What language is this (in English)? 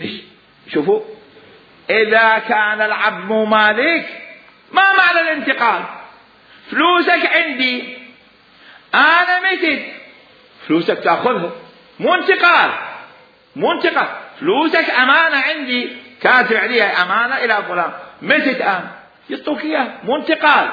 Mesopotamian Arabic